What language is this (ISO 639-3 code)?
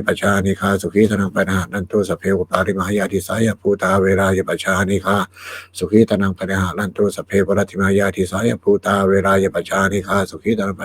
pli